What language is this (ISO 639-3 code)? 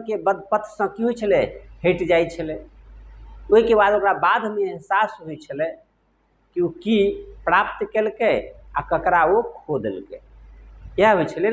mai